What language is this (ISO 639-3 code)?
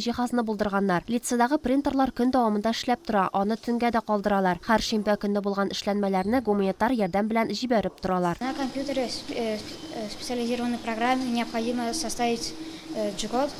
tat